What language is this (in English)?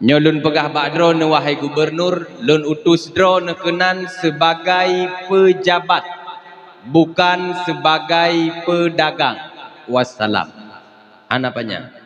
Achinese